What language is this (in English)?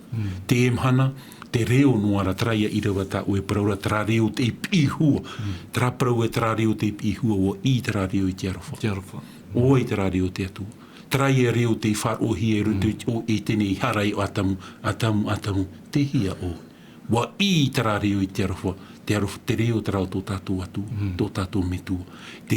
Tahitian